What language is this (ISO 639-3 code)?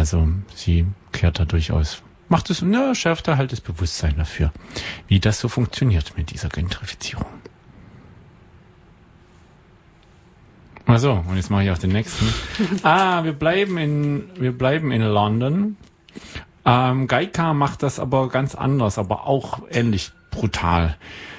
deu